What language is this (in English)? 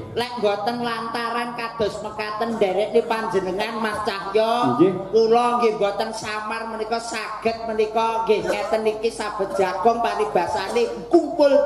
Javanese